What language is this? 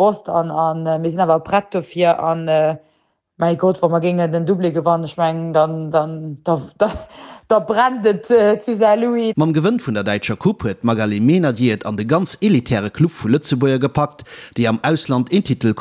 Luxembourgish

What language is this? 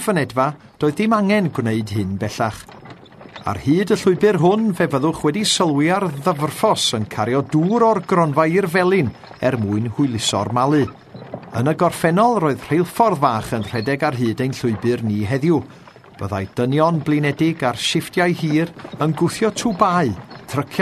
Welsh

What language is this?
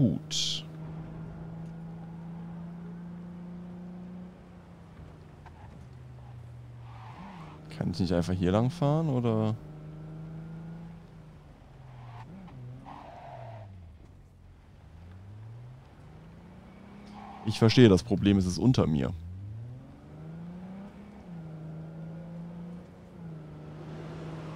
German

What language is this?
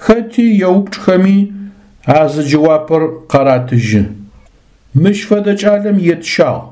Adyghe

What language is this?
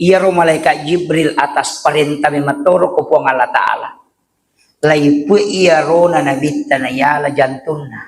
Buginese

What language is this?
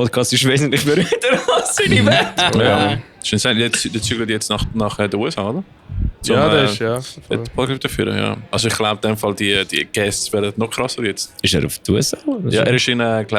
Swiss German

